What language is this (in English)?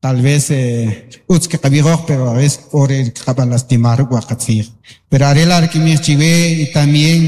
Kaqchikel